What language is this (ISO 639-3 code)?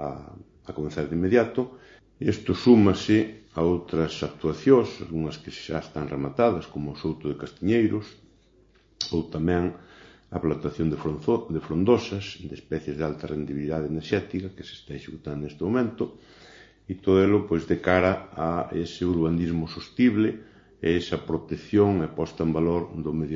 glg